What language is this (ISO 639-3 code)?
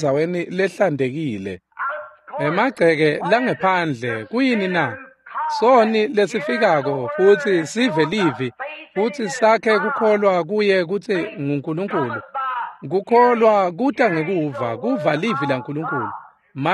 ssw